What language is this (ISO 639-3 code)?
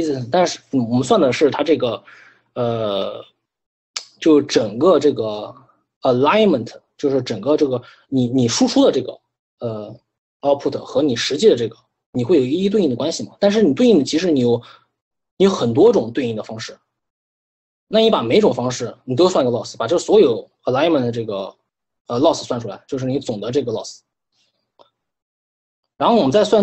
zho